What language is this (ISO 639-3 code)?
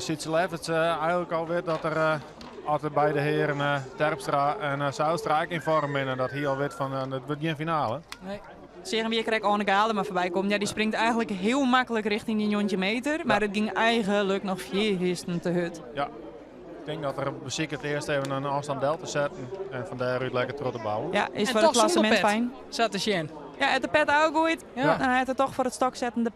fry